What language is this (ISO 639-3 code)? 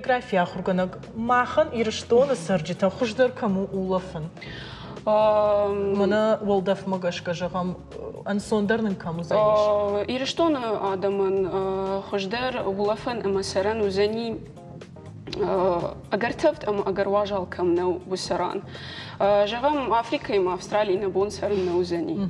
oss